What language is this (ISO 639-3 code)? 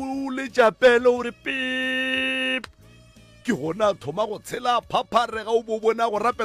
nso